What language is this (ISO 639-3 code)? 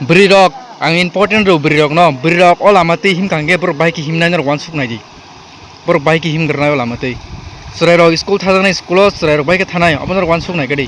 trp